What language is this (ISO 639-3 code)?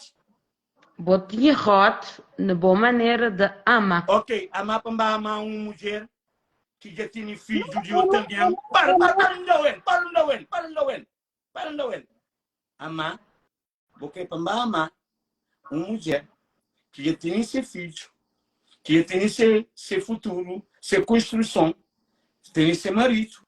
kea